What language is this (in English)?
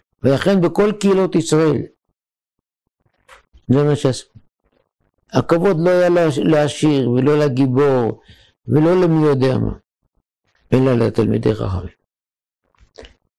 Hebrew